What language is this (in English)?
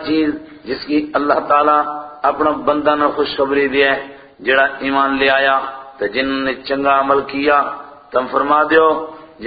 Gujari